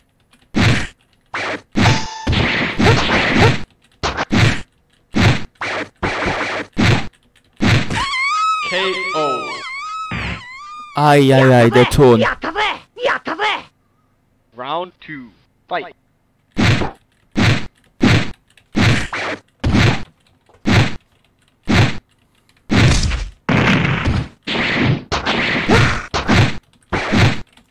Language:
German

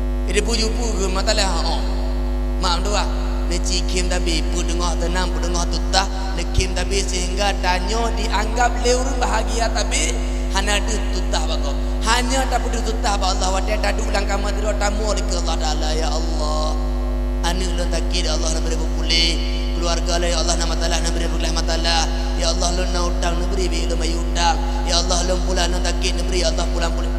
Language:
Achinese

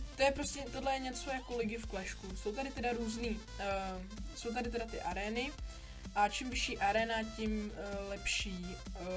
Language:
Czech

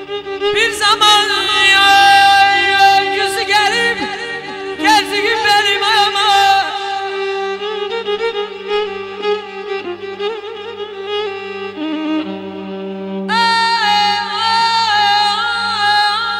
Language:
Turkish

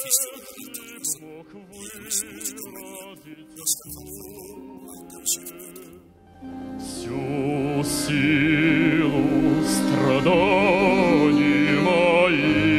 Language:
Kara-Kalpak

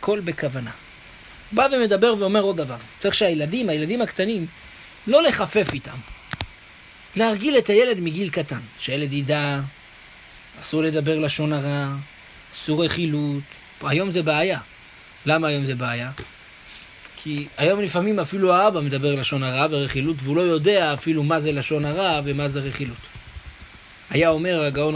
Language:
Hebrew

